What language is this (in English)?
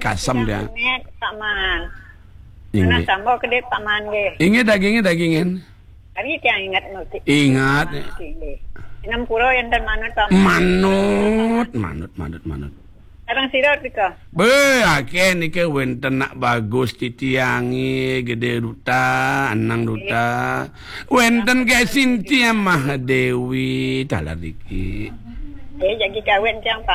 Balinese